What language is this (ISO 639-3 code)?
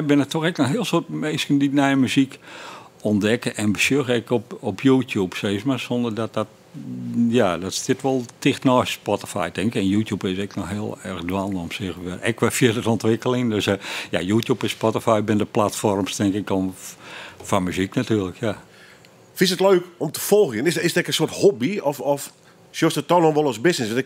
fry